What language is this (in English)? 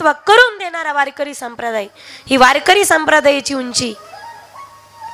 Marathi